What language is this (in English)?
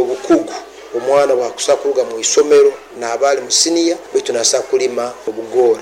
Nyoro